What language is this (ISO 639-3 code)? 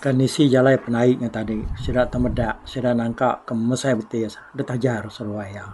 iba